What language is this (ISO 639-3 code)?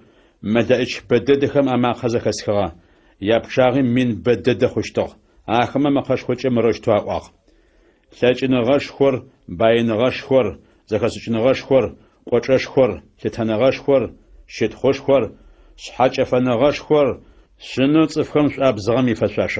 ady